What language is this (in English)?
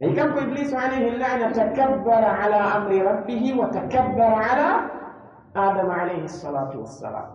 Pular